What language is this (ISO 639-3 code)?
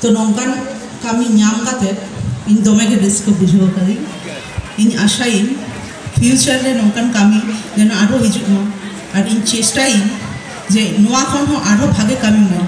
sat